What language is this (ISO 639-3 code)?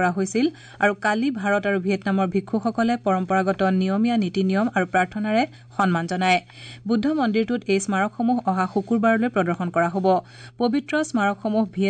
asm